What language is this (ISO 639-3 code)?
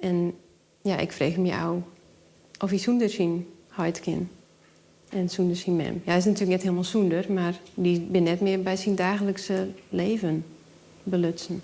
fry